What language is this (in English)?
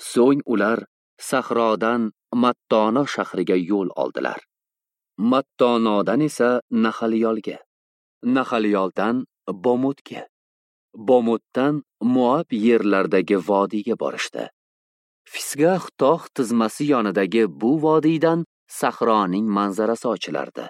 Uzbek